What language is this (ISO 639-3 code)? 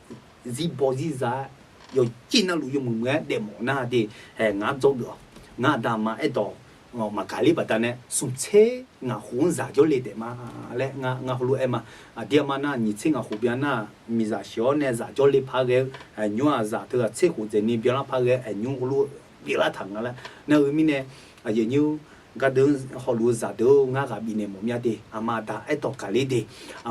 ahk